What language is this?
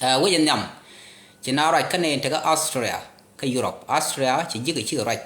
Nuer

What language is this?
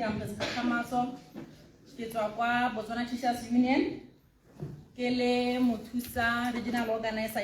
Tswana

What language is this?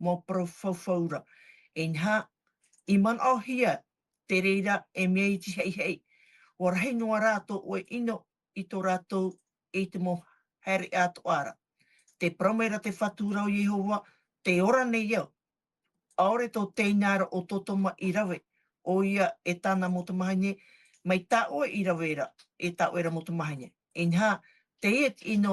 Tahitian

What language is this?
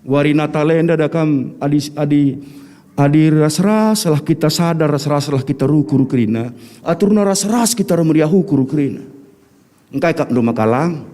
Batak Karo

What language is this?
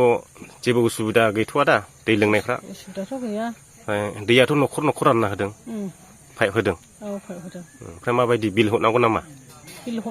Bodo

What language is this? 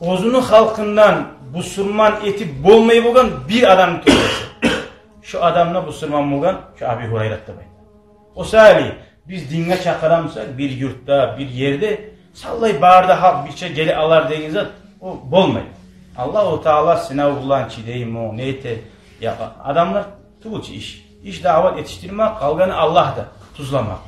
Kumyk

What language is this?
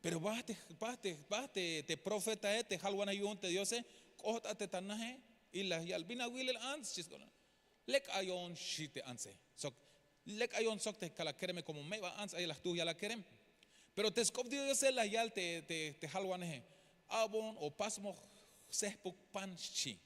Tzeltal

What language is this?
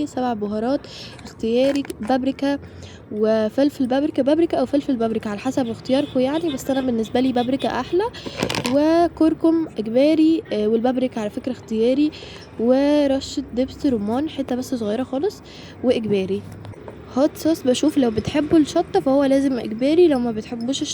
Egyptian Arabic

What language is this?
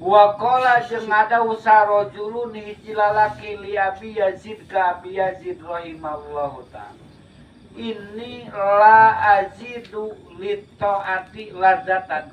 Sundanese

